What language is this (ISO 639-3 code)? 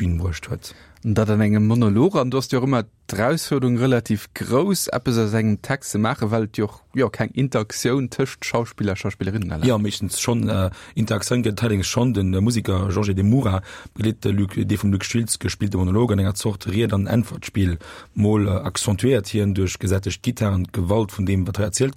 ltz